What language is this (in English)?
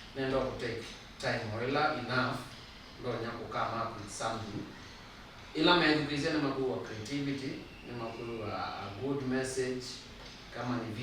Kamba